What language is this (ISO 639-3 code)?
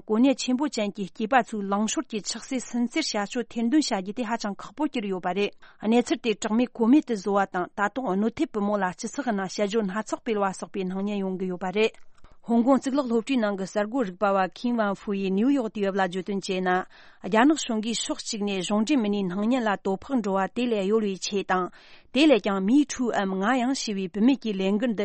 bod